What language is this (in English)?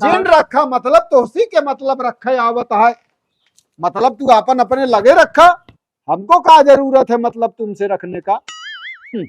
Awadhi